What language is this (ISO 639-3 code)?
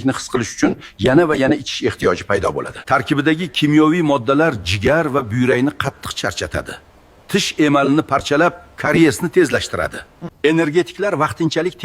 uzb